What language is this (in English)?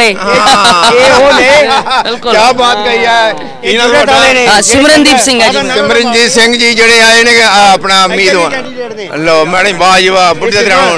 Punjabi